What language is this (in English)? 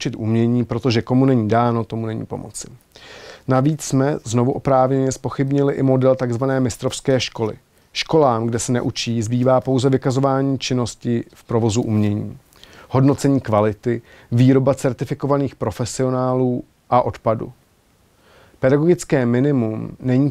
Czech